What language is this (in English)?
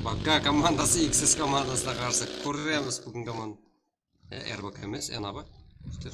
Kara-Kalpak